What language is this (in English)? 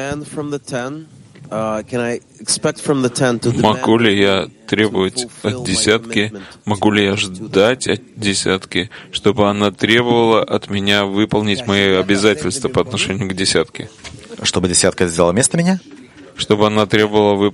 Russian